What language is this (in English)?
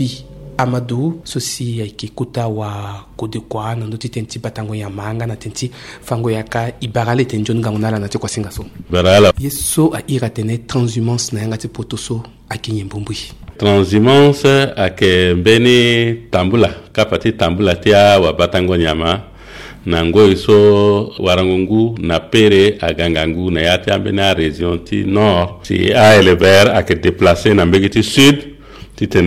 Sango